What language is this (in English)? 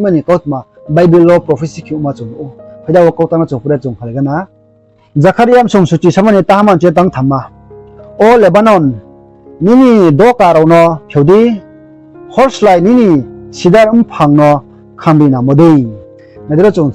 Riang (India)